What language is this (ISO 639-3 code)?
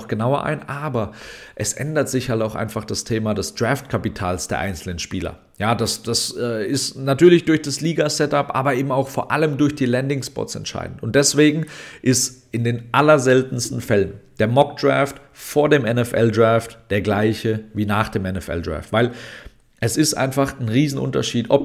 deu